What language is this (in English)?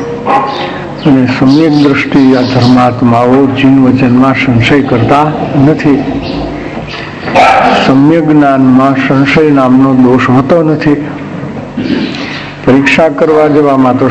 Gujarati